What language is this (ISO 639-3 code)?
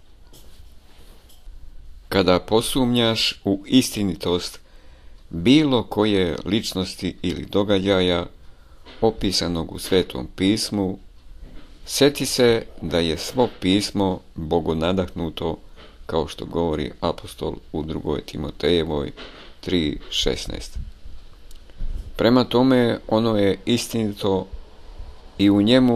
hrv